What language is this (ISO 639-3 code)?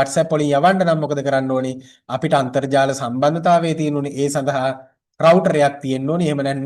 sin